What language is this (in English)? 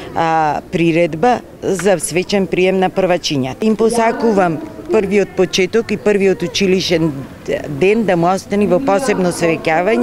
Macedonian